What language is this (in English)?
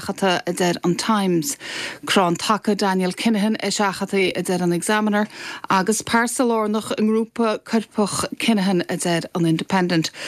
Irish